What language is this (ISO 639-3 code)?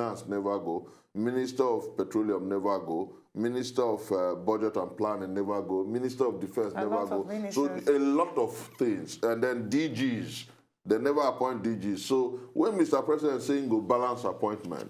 pcm